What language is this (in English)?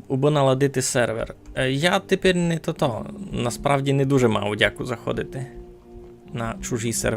Rusyn